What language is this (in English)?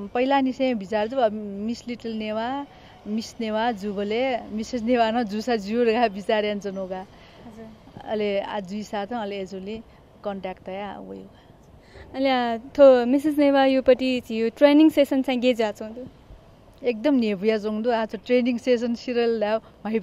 Newari